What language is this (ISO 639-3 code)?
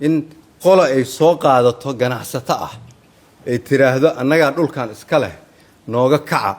som